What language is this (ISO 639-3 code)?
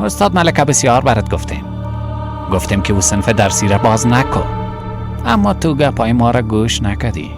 fas